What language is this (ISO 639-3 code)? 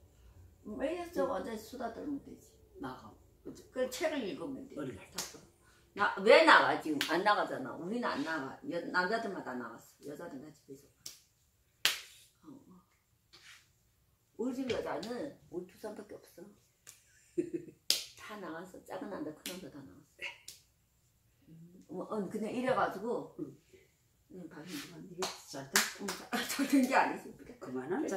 kor